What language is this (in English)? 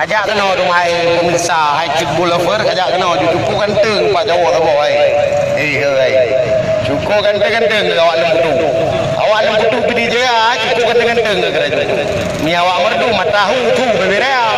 Achinese